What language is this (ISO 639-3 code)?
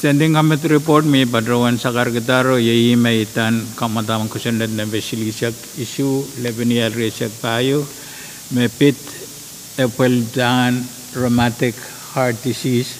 pon